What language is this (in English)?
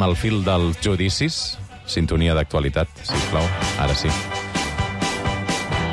Catalan